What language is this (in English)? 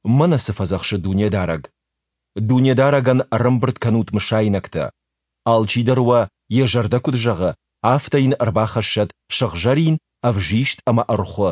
Ossetic